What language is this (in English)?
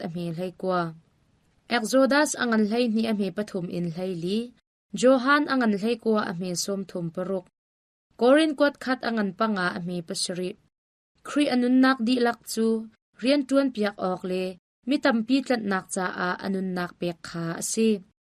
Hakha Chin